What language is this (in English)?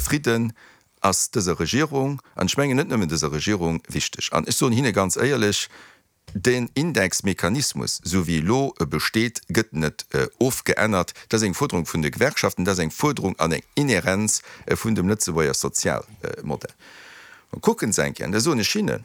Luxembourgish